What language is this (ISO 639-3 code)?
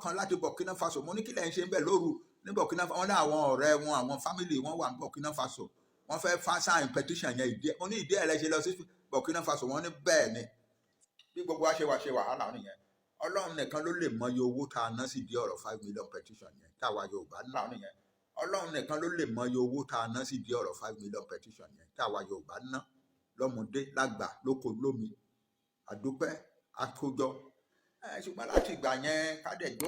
yor